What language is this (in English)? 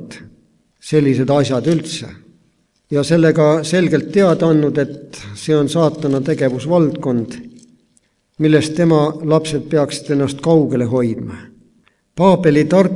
Estonian